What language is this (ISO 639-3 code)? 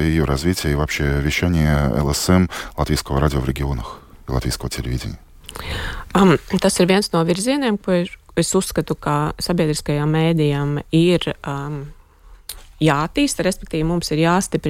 lav